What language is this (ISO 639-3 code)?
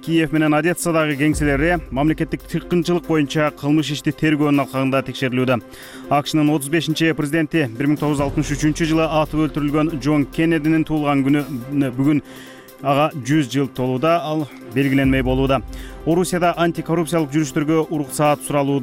kir